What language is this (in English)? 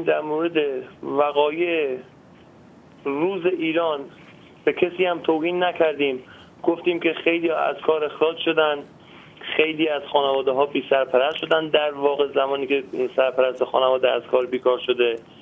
Persian